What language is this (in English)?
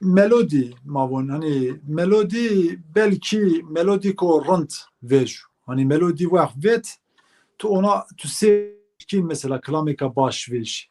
Zaza